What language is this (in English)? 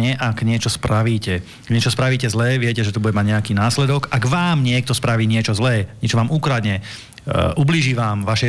Slovak